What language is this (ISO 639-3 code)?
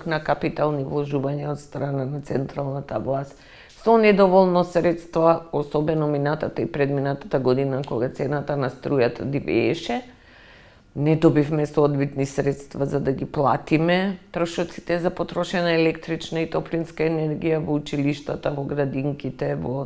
mkd